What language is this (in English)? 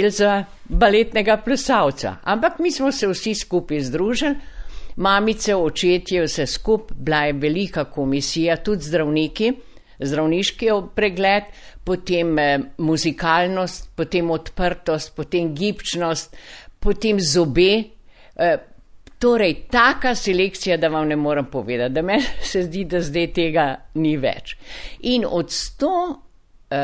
Slovenian